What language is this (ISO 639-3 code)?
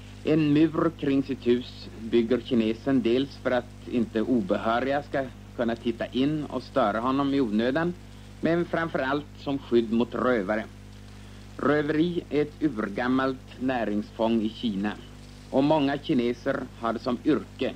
swe